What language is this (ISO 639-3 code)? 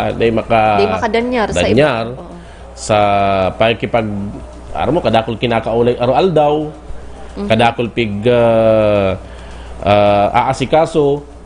bik